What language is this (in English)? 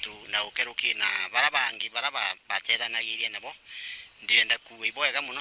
Meru